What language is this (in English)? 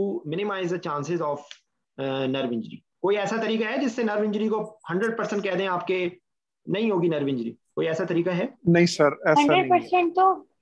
Hindi